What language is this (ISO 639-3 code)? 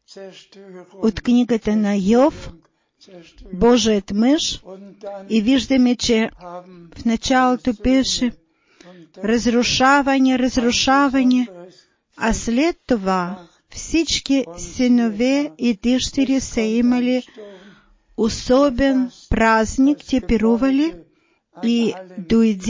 bul